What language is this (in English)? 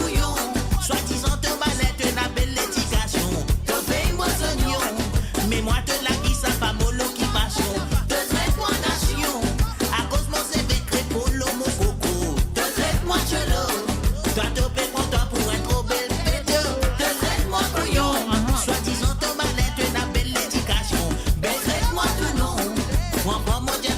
Morisyen